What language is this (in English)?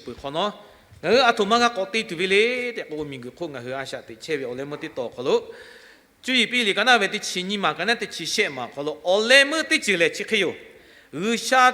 Lahu